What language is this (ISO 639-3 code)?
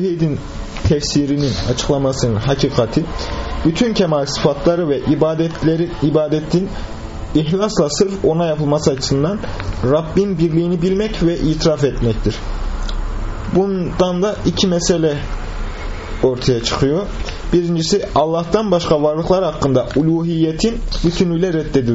tur